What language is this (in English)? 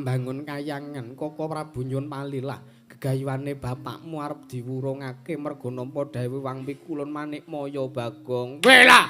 Javanese